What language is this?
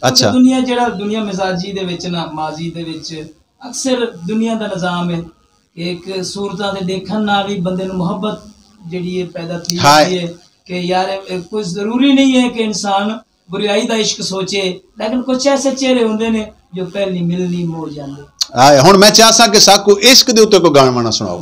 Saraiki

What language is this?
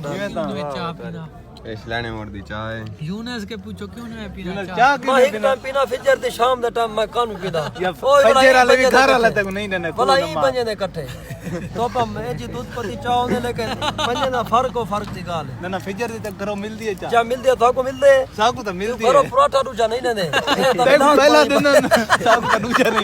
Saraiki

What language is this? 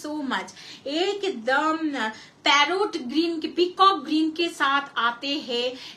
Hindi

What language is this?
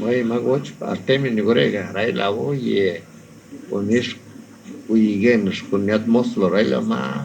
Lachiguiri Zapotec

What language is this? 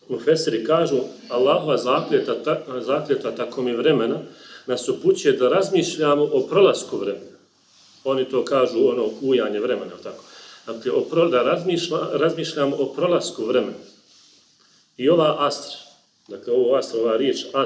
Bosnian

